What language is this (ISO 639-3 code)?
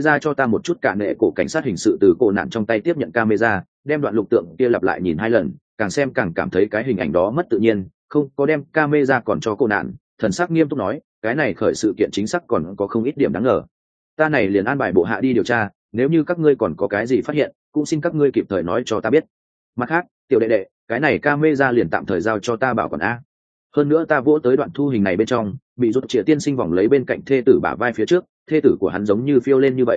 vie